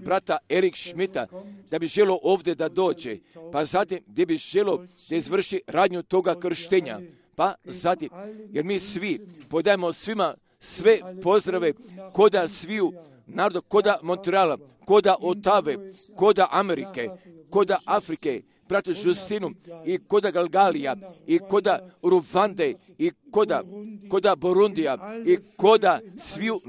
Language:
Croatian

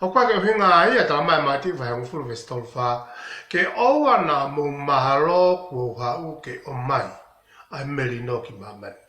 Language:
Tongan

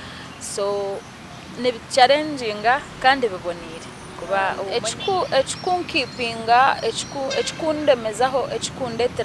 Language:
Nyankole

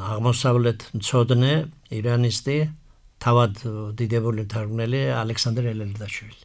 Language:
Georgian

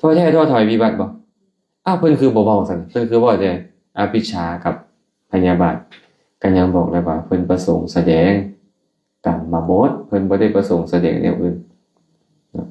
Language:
Lao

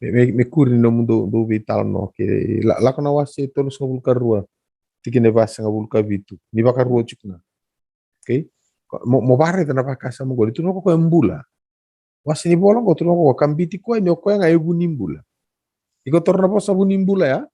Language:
Fijian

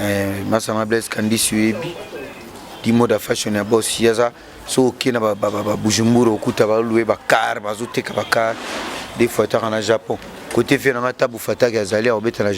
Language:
Lingala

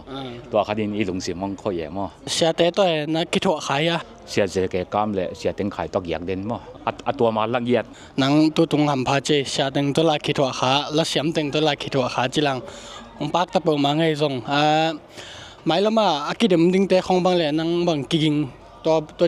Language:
Tedim Chin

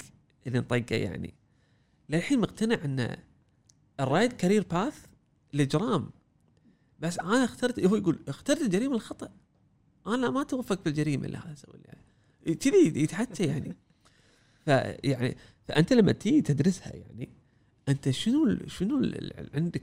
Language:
Gulf Arabic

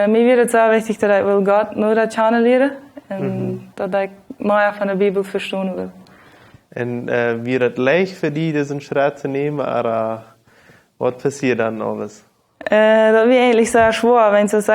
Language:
Plautdietsch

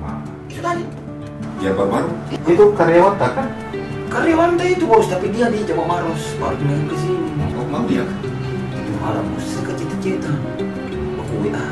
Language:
Makassar Malay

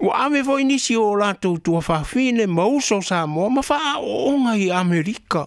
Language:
Samoan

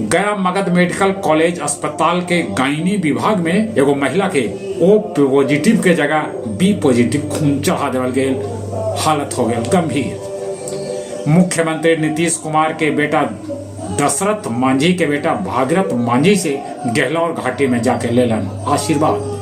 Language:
Magahi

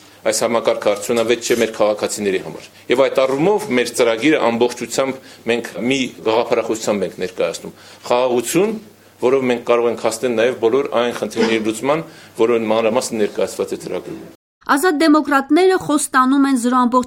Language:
Armenian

